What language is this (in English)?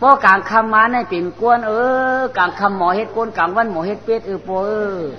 Shan